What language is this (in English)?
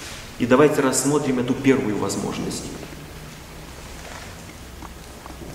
Russian